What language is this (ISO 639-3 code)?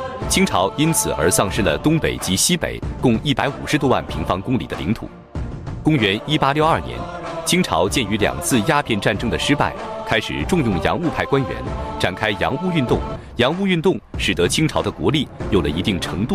zho